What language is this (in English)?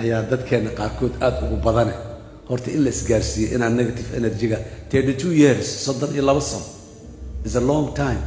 Somali